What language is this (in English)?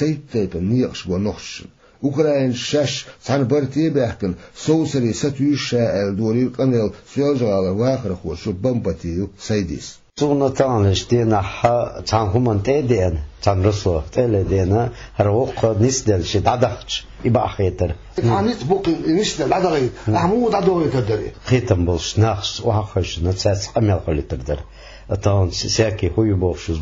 Chechen